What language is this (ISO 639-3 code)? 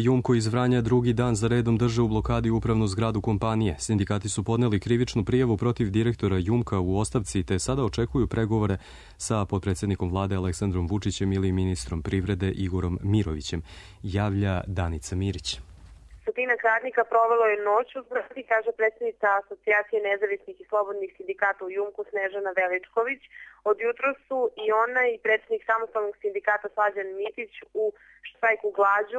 srp